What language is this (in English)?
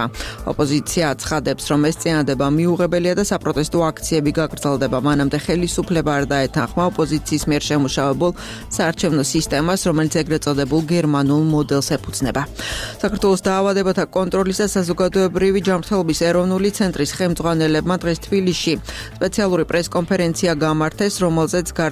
Georgian